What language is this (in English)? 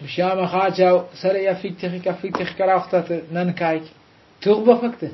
Brahui